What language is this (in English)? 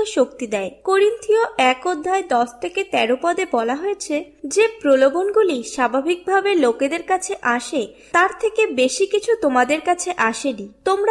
Bangla